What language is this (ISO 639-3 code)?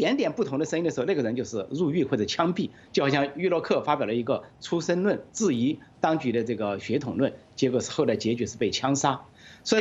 zho